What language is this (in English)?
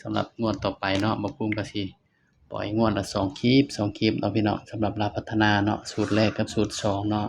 Northeastern Thai